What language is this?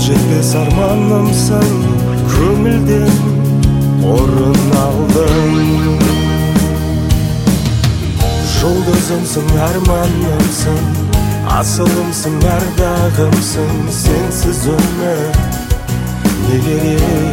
Kazakh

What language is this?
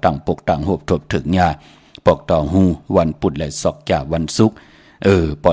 Shan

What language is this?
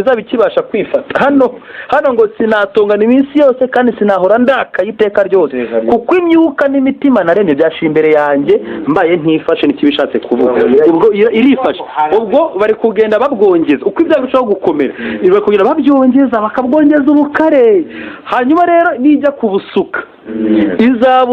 Kinyarwanda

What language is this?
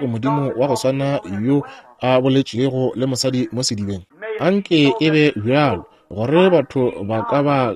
Northern Sotho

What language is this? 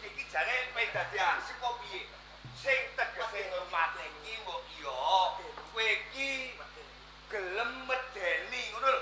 Javanese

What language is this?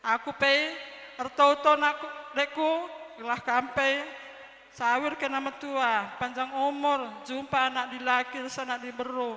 Batak Karo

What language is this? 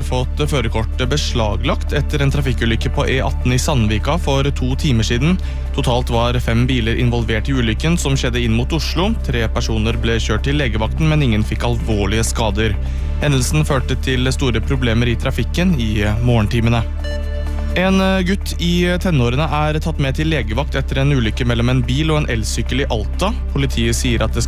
Norwegian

